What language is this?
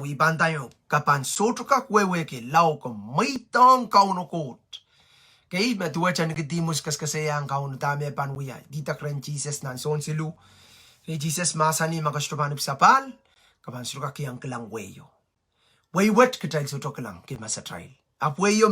Pohnpeian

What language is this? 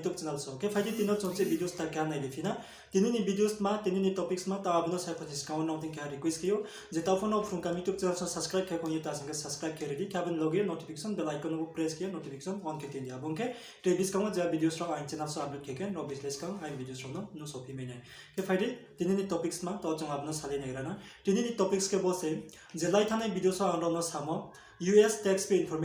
Riang (India)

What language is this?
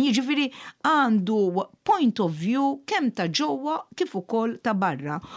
Maltese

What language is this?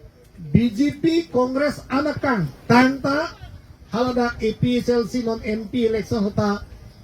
Karbi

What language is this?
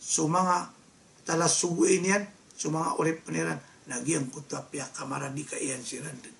Maranao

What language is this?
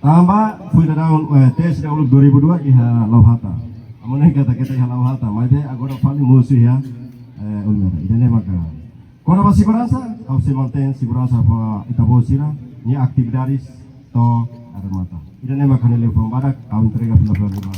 Tetum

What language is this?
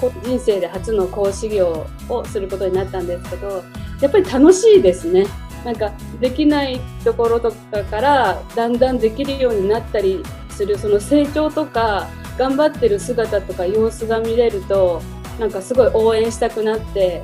Japanese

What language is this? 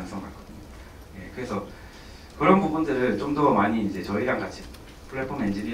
Korean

